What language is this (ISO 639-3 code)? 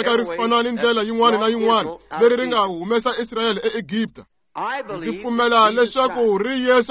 tso